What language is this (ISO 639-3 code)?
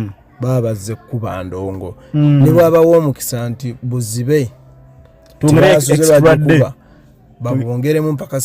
lug